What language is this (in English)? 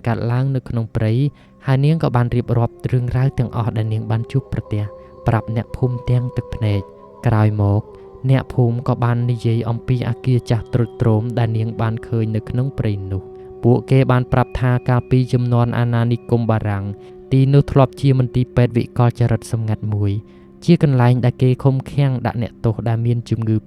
Khmer